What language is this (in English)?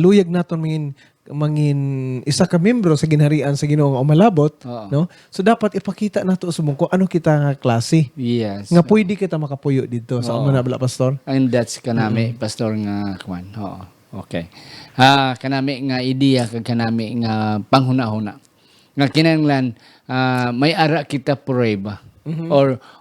Hiligaynon